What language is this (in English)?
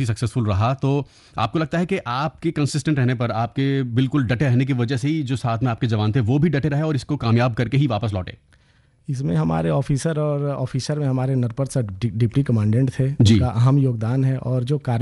Hindi